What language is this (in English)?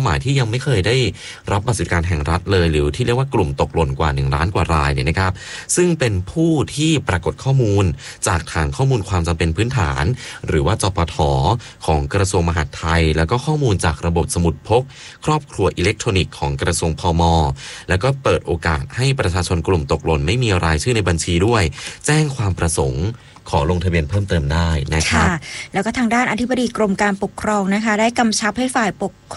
Thai